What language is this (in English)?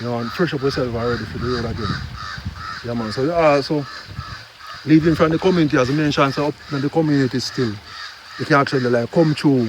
Jamaican Creole English